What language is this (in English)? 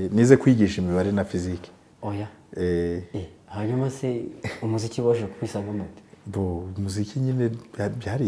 Kinyarwanda